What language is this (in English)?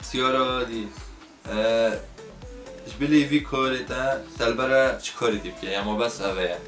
Kurdish